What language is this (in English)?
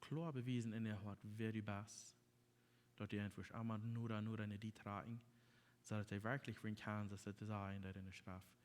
Plautdietsch